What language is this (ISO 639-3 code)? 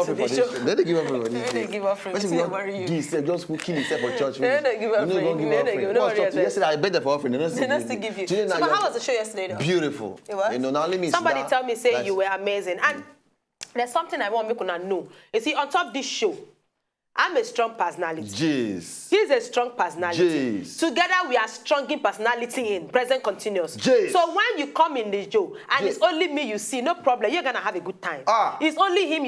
pcm